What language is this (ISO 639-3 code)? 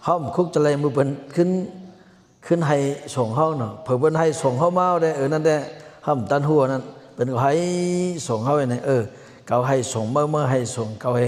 shn